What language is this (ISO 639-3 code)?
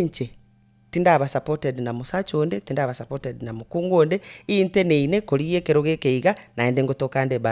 guz